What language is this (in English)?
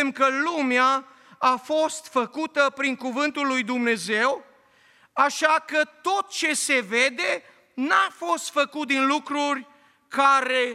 Romanian